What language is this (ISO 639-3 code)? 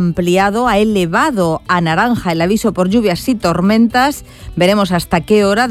spa